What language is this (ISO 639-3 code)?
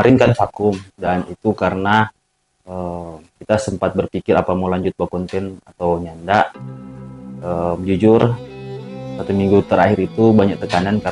xmm